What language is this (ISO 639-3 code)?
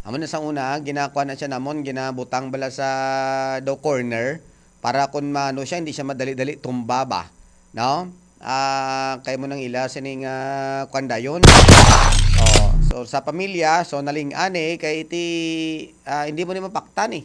hil